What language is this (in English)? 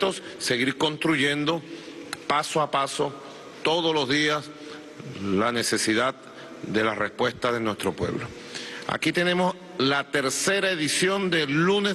Spanish